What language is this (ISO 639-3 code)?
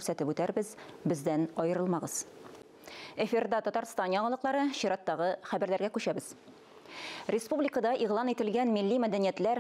tat